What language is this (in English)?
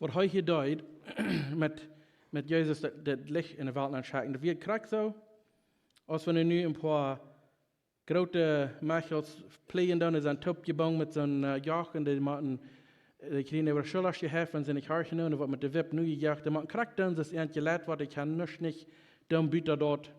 Plautdietsch